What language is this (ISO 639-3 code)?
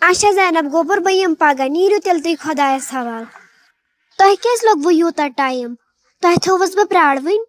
kas